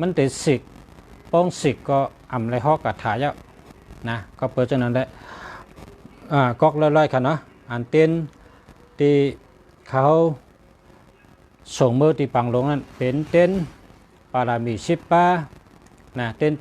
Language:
Shan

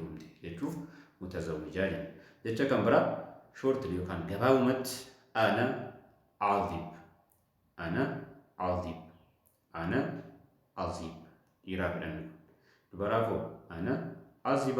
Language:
Oromo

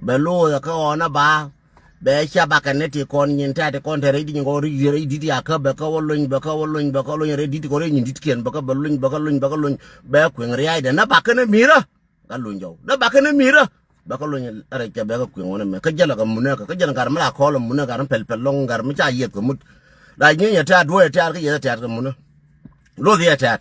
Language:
Nuer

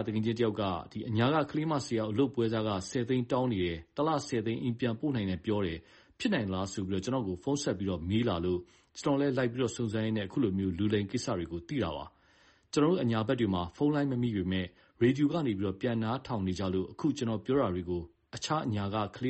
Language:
Burmese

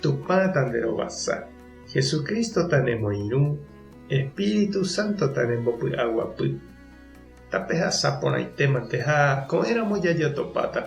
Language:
Guarani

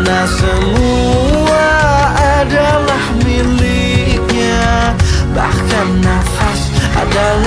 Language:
Betawi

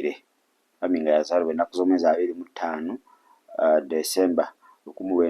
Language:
Ganda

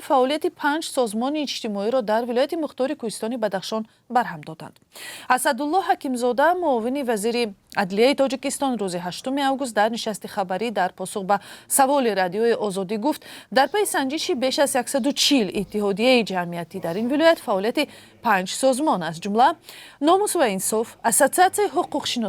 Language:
Tajik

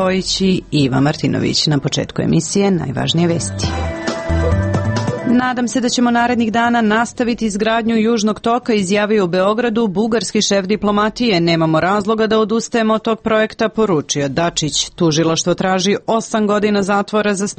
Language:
Serbian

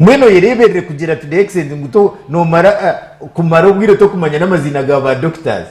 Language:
Nyankole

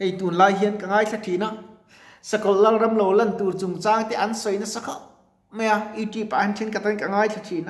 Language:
Mizo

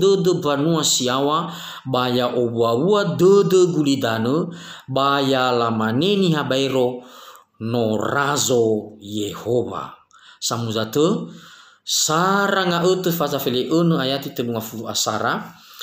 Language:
Nias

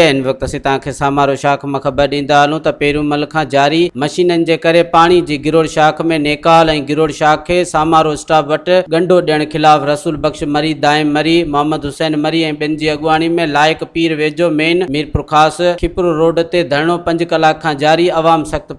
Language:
Sindhi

